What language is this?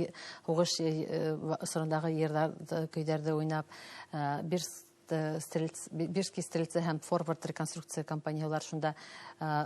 Bashkir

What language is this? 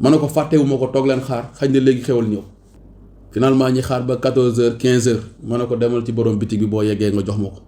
Wolof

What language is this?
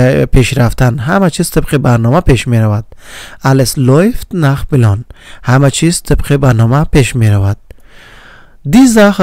Persian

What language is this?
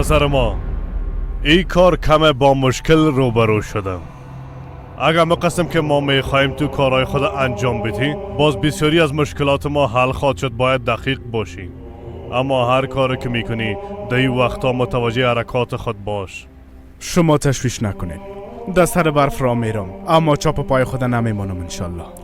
Persian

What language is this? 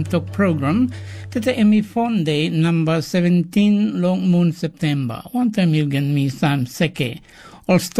Tok Pisin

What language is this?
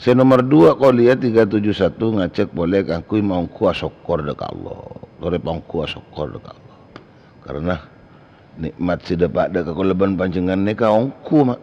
Madurese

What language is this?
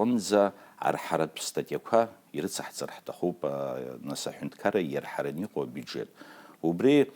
Abkhazian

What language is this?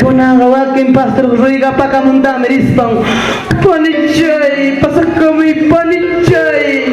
Ayacucho Quechua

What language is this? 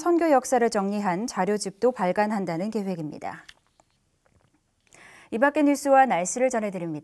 Korean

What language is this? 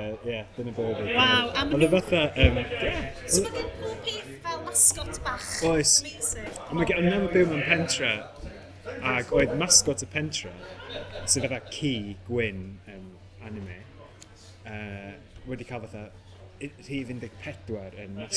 Welsh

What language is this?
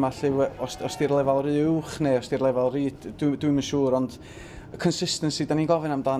Welsh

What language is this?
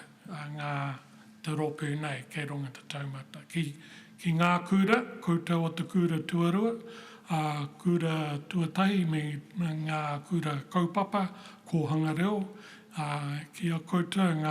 Māori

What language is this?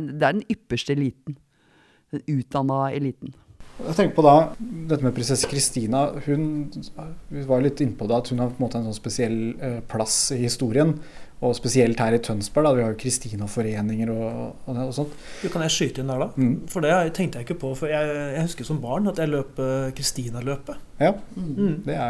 Norwegian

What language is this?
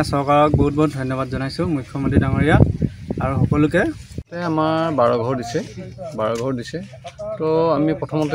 Assamese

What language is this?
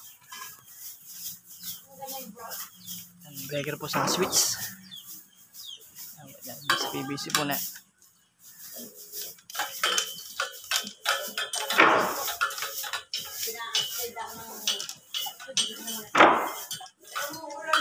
Filipino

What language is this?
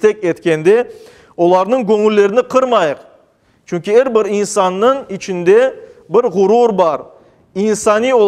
Crimean Tatar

